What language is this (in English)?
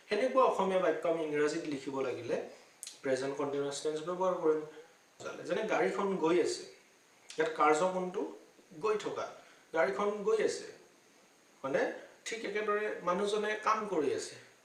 Assamese